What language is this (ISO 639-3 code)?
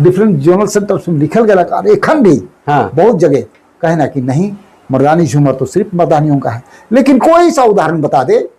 sck